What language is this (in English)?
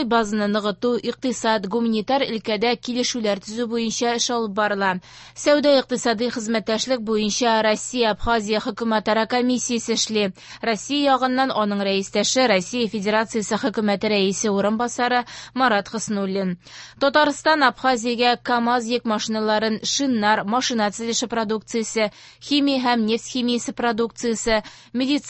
Tatar